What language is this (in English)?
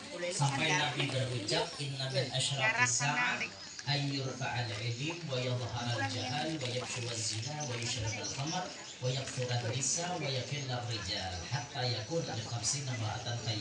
Banjar